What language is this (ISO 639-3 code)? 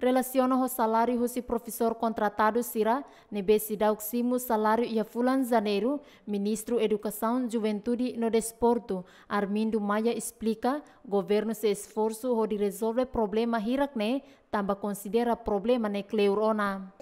tet